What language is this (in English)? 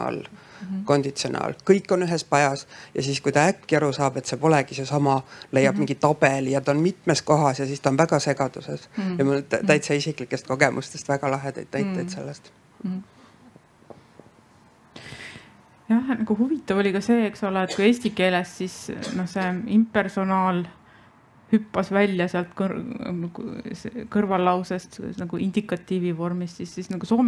Estonian